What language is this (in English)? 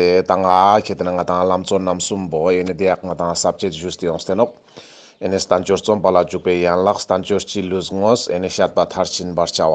Ladakhi